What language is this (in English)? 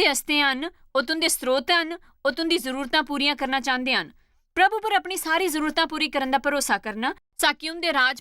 Dogri